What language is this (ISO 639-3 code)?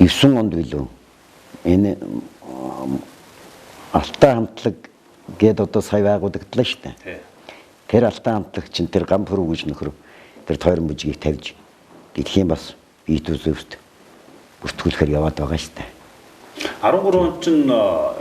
mon